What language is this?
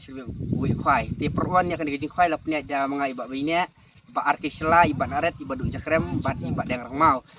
Khasi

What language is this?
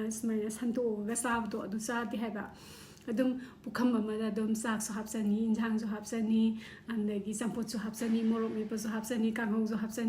Manipuri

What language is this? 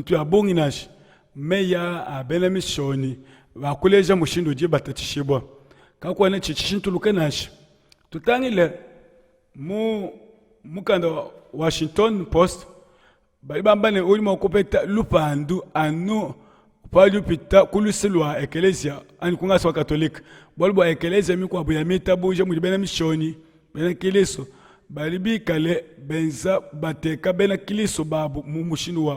Luba-Lulua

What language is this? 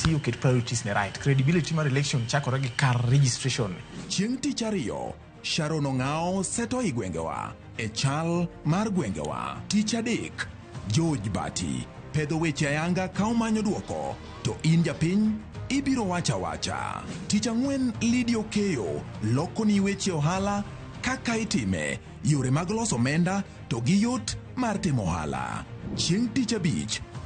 Luo (Kenya and Tanzania)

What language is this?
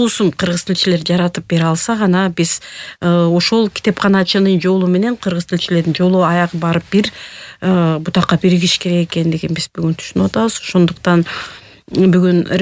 Kyrgyz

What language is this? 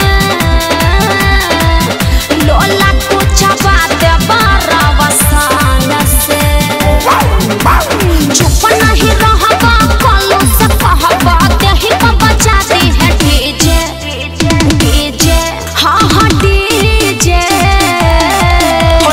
Bhojpuri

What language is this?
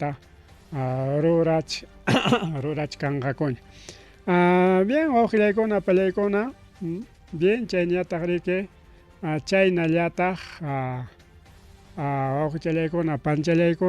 Ayacucho Quechua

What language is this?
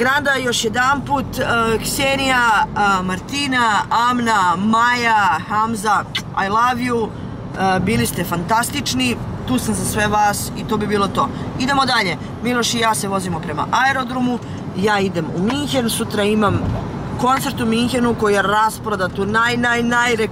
Serbian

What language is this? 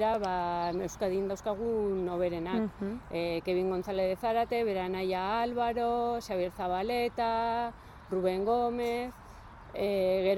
Basque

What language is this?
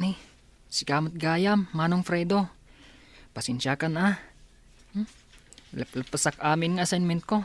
Iloko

